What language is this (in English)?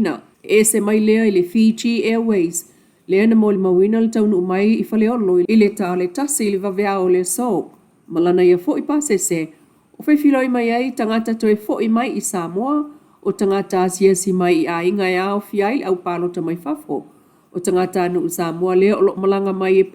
Samoan